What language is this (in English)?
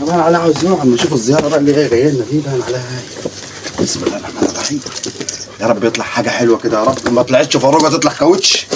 Egyptian Arabic